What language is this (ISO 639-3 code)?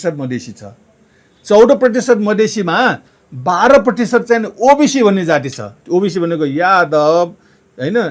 nep